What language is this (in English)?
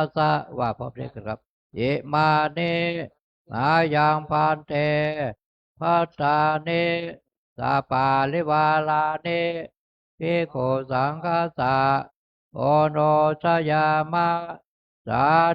Pali